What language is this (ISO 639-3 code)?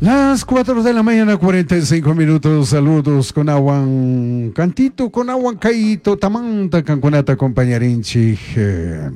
qug